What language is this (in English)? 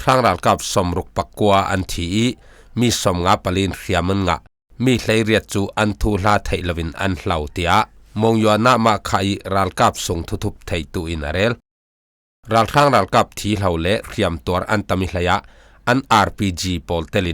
Falam Chin